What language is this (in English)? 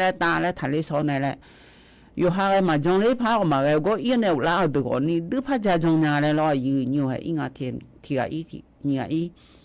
Akha